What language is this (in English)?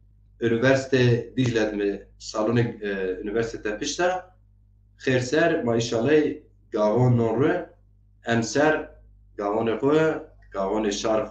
Zaza